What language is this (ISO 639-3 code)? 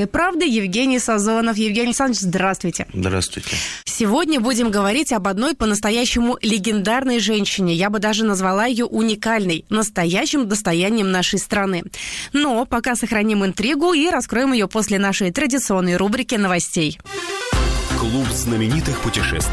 rus